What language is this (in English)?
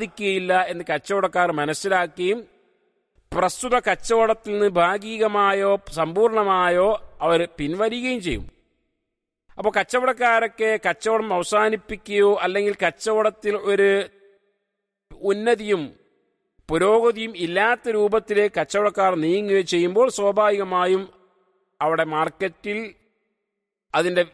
Malayalam